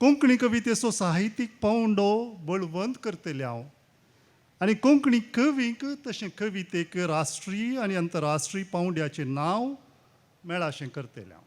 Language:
Konkani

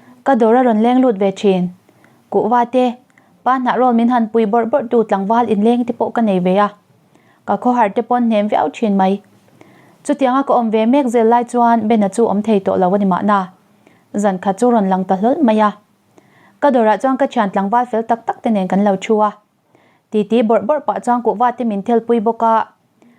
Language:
Mizo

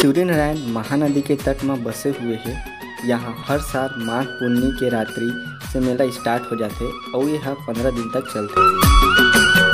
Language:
Chhattisgarhi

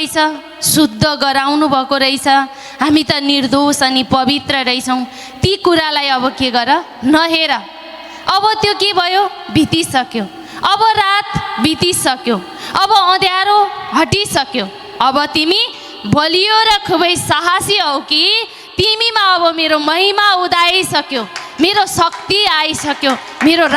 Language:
Nepali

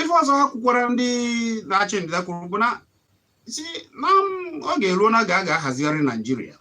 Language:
Igbo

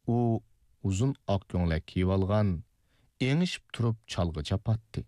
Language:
Uyghur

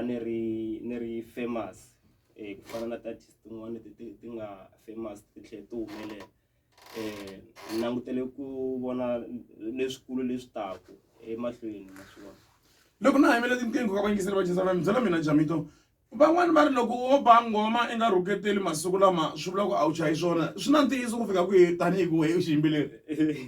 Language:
Tsonga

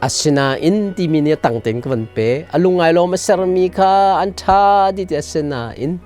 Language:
Hakha Chin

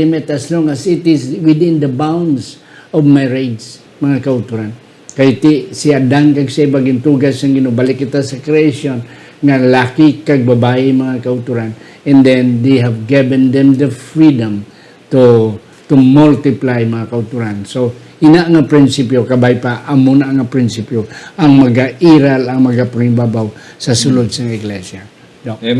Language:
Hiligaynon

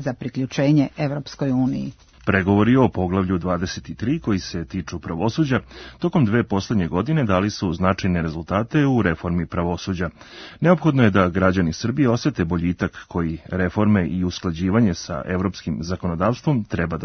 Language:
Serbian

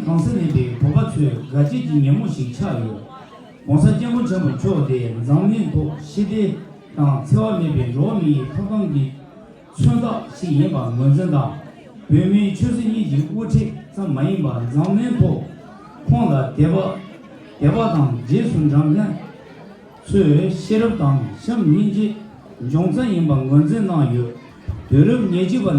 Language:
Tibetan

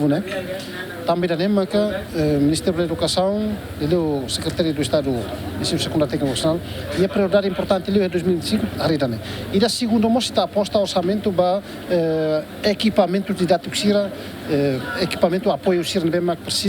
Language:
Tetum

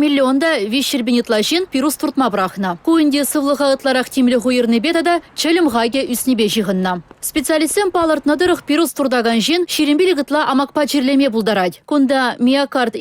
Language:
Chuvash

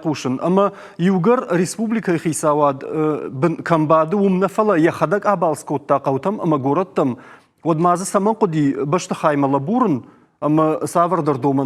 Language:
Ossetic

